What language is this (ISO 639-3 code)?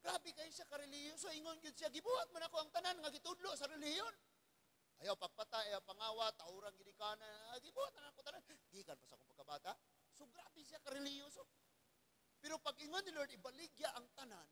ceb